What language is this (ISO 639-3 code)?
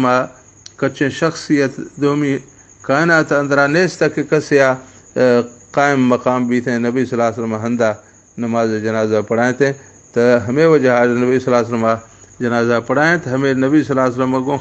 bal